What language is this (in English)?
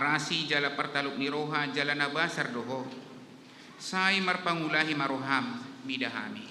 Batak Toba